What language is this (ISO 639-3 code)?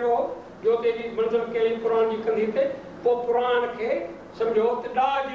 snd